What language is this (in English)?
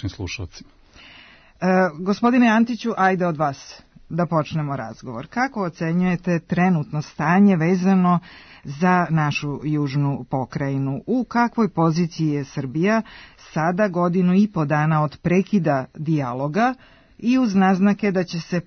Serbian